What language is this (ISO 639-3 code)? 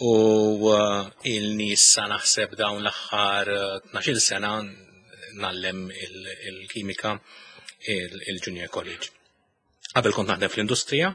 mlt